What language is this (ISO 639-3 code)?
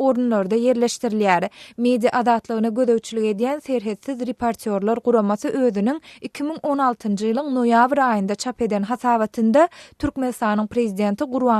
tuk